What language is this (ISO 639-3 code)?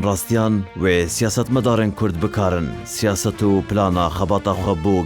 kur